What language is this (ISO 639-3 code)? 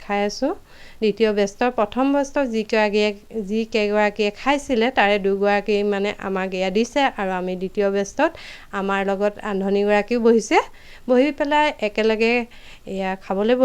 asm